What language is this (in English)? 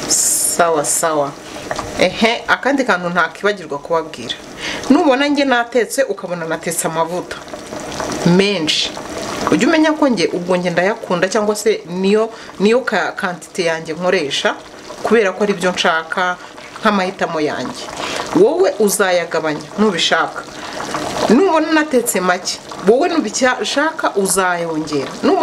Kinyarwanda